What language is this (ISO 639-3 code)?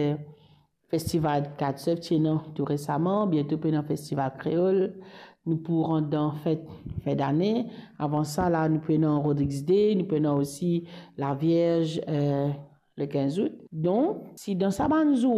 mfe